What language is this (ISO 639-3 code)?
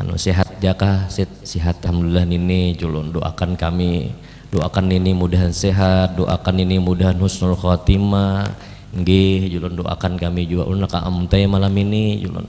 bjn